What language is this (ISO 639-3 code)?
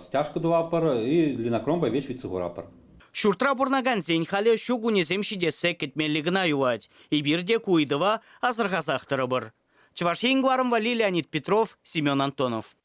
chv